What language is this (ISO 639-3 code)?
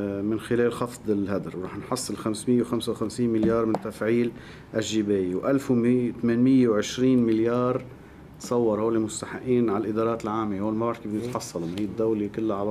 apc